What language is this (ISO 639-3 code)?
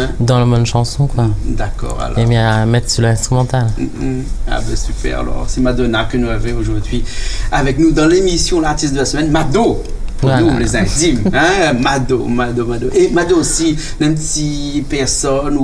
rcf